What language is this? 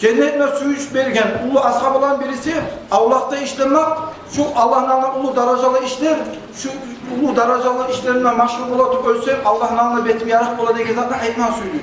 Kumyk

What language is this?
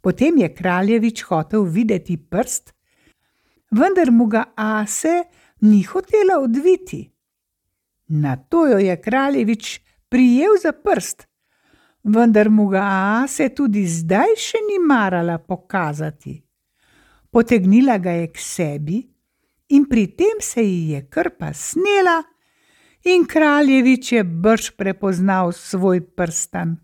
Slovenian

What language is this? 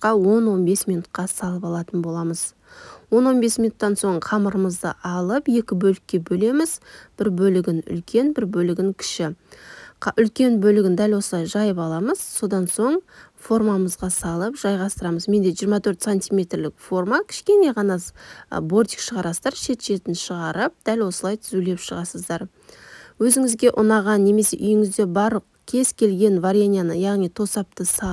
Kazakh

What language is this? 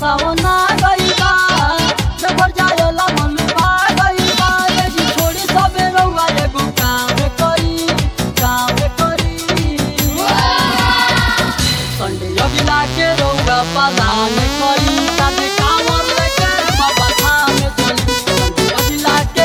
Bhojpuri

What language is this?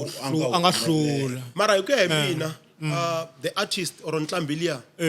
Tsonga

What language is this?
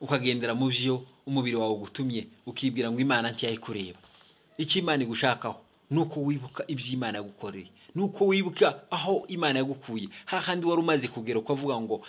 Kinyarwanda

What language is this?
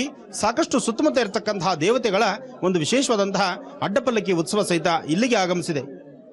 Kannada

